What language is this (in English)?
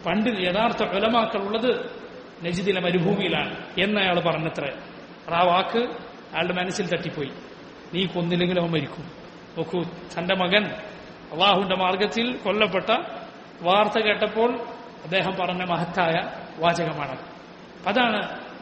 Malayalam